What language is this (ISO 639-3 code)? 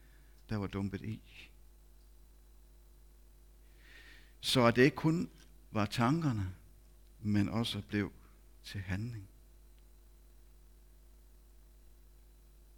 dan